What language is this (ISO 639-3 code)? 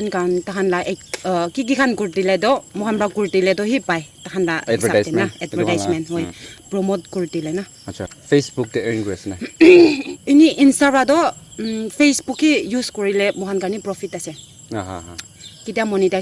nag